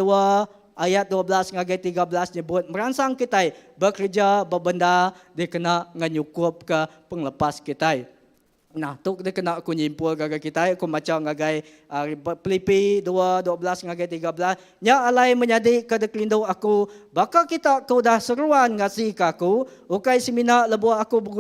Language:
Iban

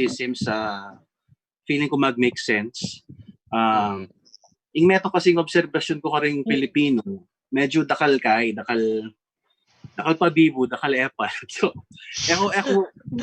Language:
Pampanga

